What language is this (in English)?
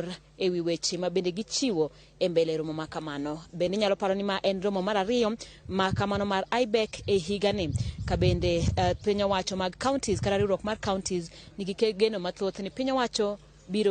Luo (Kenya and Tanzania)